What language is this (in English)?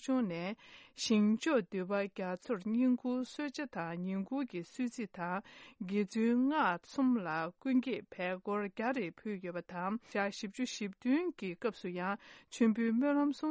Tibetan